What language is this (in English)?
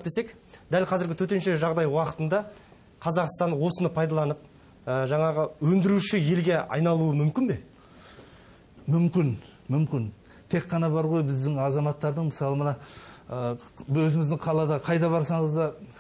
Kazakh